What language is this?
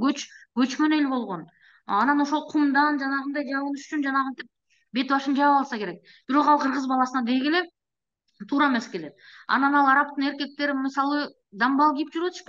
Kyrgyz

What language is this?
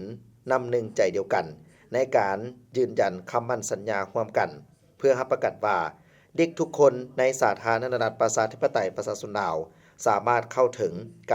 Lao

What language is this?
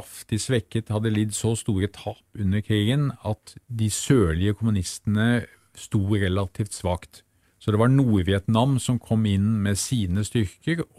Norwegian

